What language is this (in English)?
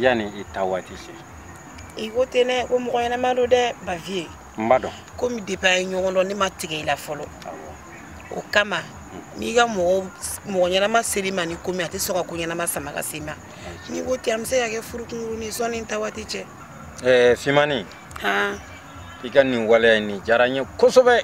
Bambara